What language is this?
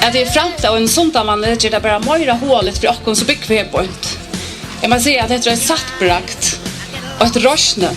Faroese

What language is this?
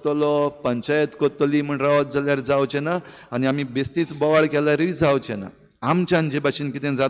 Konkani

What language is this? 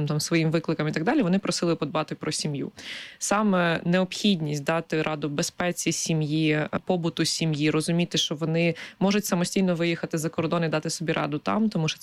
Ukrainian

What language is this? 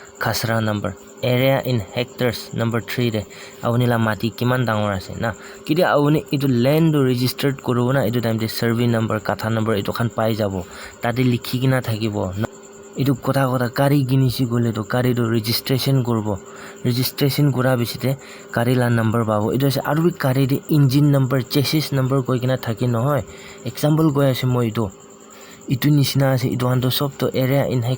Naga Pidgin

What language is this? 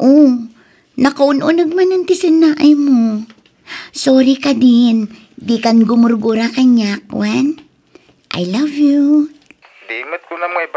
Iloko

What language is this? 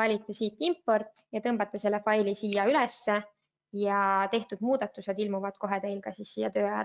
Estonian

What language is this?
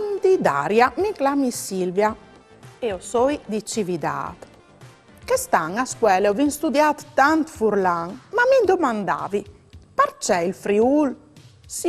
Friulian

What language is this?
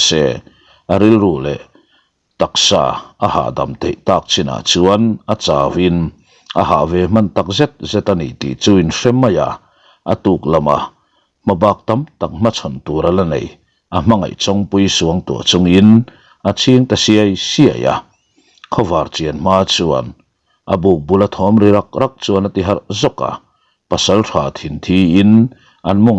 Mizo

